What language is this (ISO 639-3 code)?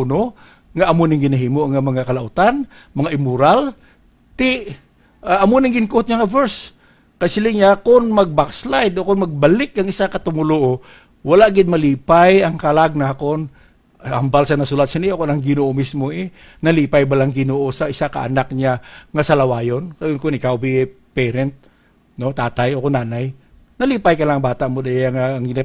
hil